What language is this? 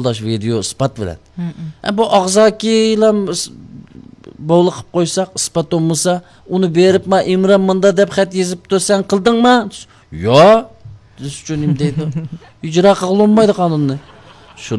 Uyghur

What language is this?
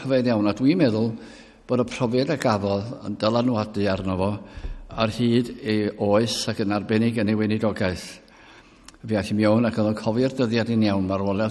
Welsh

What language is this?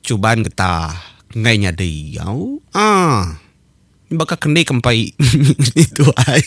Iban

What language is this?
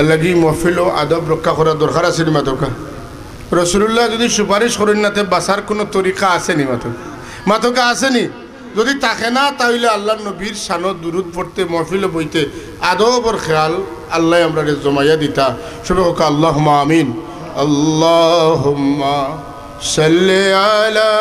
Sylheti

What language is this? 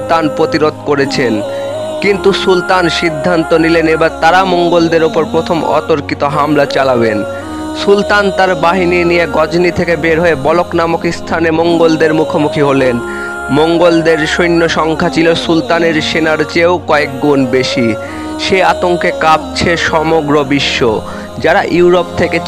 Bangla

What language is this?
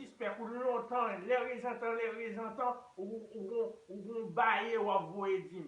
Haitian Creole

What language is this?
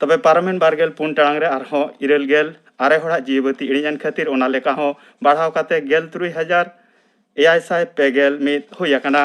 Santali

